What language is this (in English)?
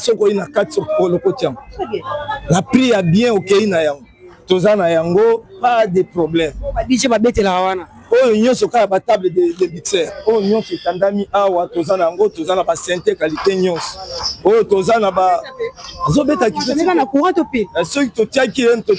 Lingala